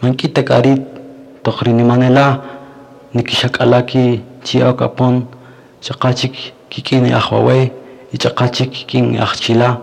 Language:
Kaqchikel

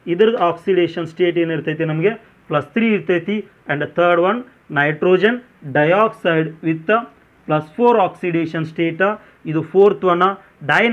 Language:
Kannada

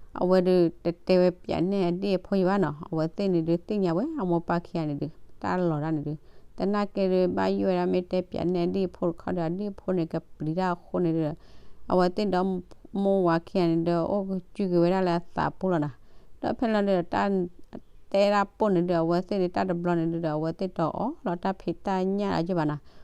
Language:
S'gaw Karen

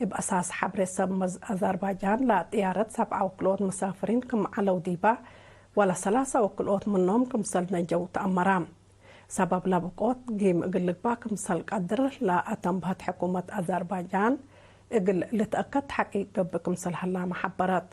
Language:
Tigre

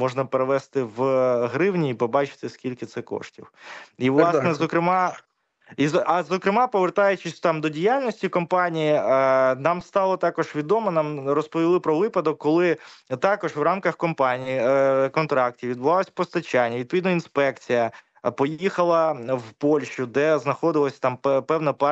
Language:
Ukrainian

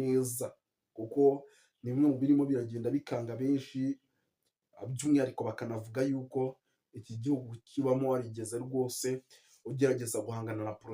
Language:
Kinyarwanda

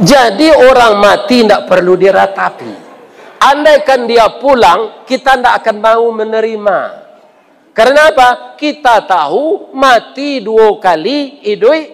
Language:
Minangkabau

